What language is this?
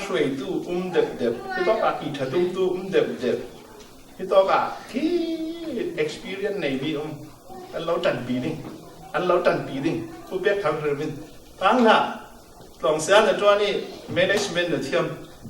Falam Chin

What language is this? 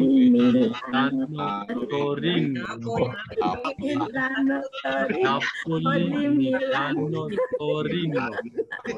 Greek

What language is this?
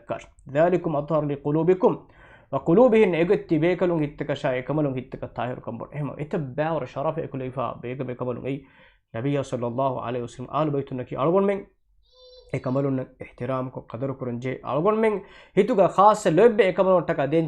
Divehi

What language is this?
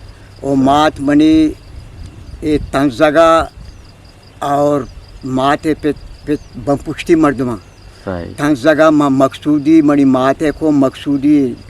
Eastern Balochi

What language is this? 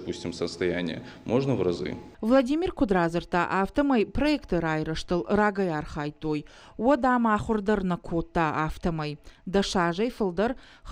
Ossetic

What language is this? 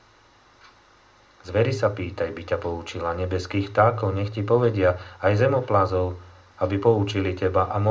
Slovak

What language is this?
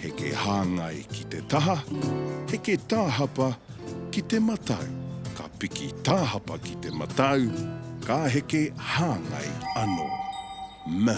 Māori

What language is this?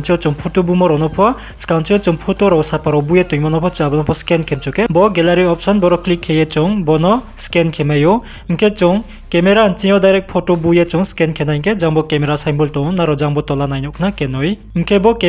Riang (India)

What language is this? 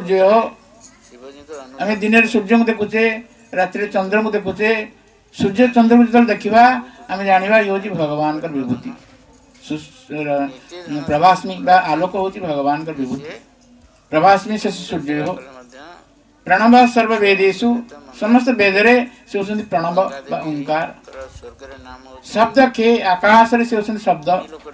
Odia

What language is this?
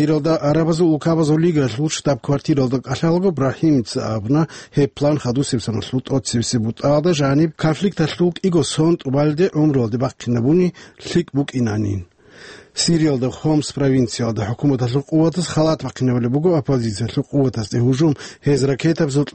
Avaric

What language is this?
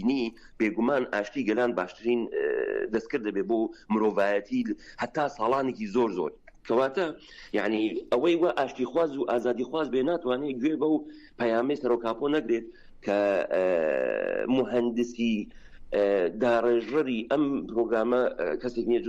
Central Kurdish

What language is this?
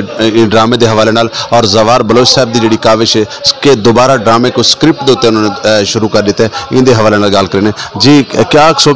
Saraiki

